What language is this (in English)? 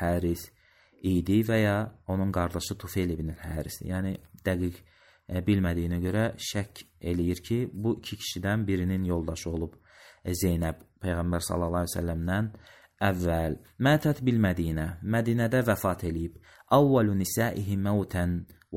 Azerbaijani